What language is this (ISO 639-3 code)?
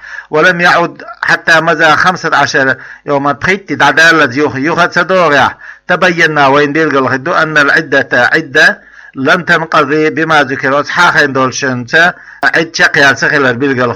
che